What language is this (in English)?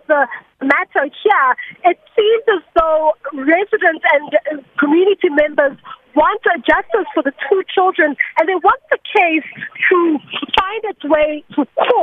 English